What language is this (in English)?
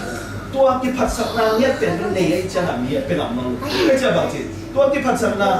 Tedim Chin